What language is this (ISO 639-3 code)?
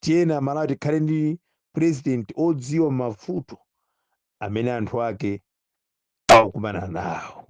nya